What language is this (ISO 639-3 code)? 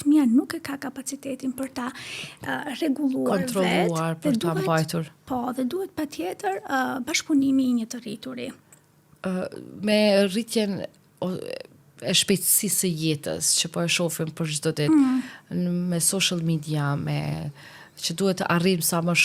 sqi